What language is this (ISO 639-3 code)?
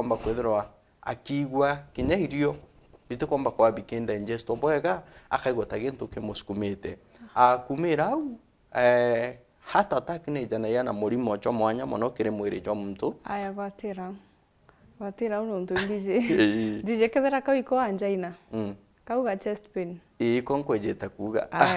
mer